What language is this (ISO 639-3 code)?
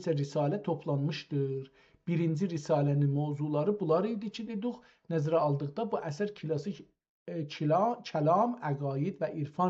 azb